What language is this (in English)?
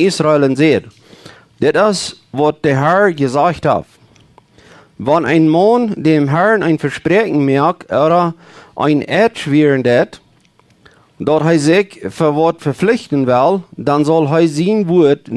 Plautdietsch